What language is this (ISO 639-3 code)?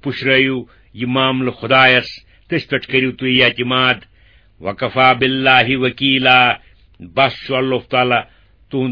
kas